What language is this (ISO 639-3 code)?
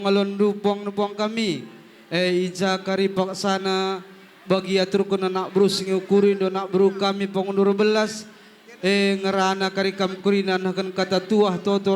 btx